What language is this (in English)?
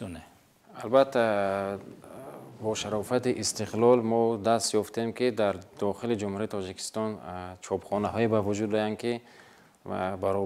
Tajik